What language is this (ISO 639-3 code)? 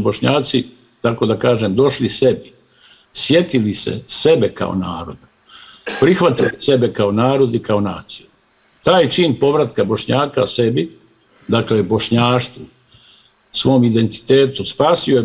bos